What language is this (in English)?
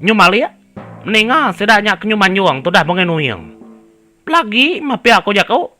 Iban